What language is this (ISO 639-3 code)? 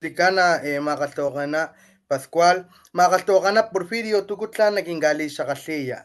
top